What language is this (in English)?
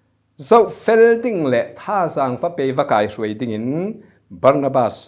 Falam Chin